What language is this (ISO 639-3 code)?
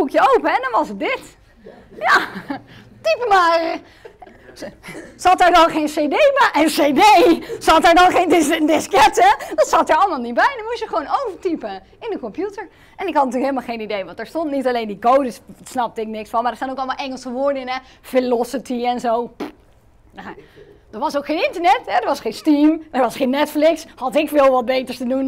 nld